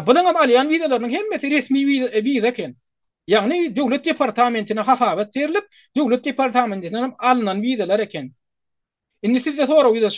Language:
Turkmen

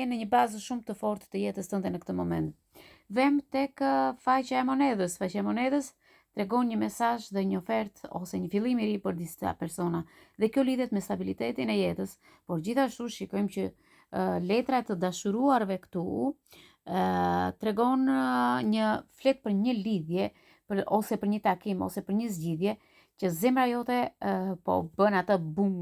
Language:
Albanian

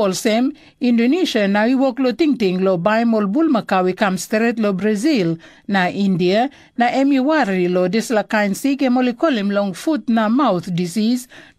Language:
Tok Pisin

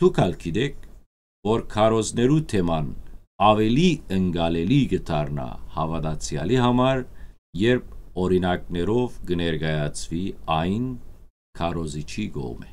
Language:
Western Armenian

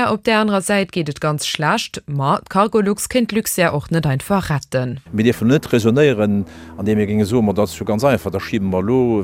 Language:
Luxembourgish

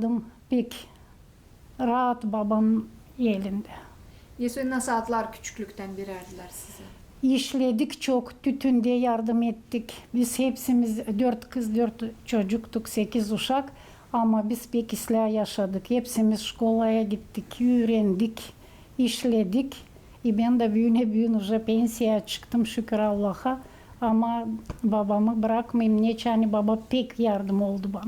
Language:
Gagauz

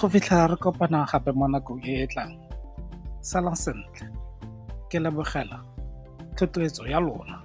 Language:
Tswana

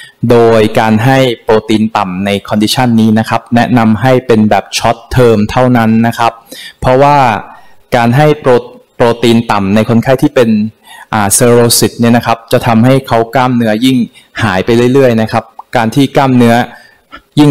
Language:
Thai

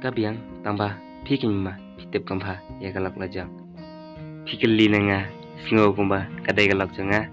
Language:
Khasi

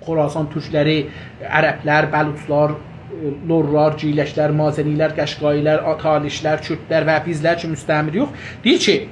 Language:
South Azerbaijani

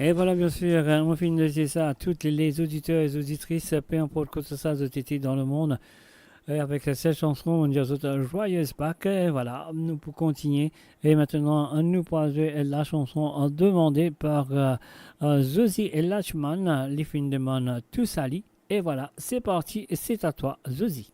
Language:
Morisyen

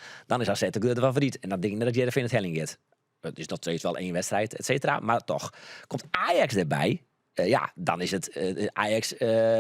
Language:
Western Frisian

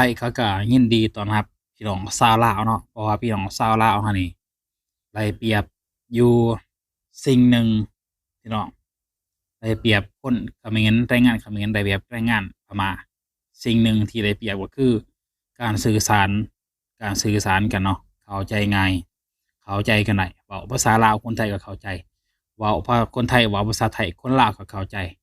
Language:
Lao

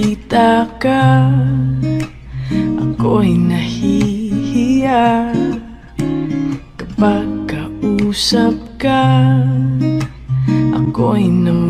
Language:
Filipino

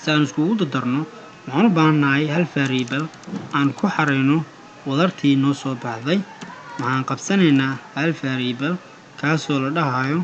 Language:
Somali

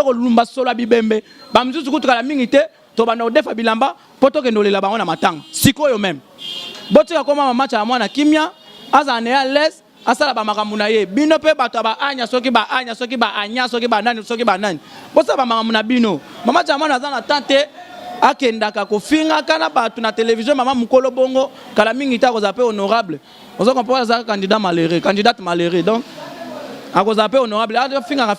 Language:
Lingala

